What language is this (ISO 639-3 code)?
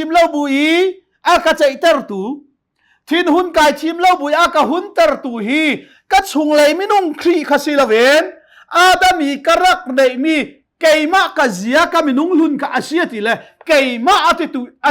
cnh